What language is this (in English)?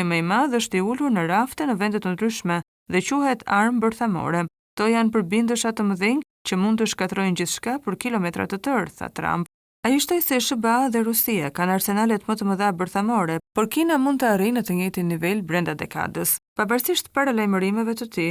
Albanian